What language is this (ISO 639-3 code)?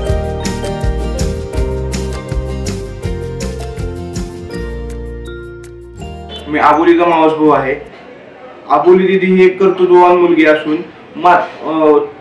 mar